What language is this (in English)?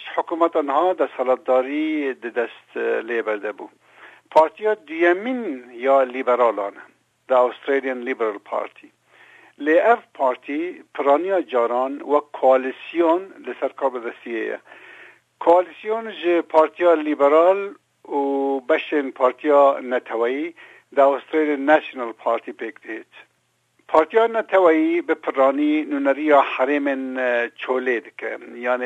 Kurdish